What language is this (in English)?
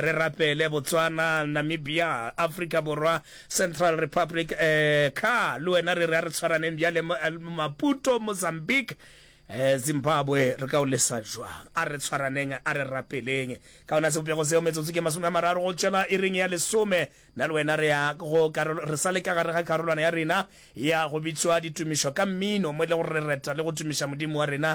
Northern Sotho